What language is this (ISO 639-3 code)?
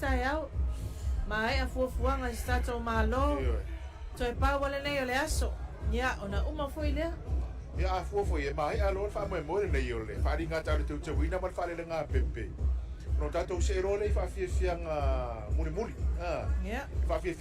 smo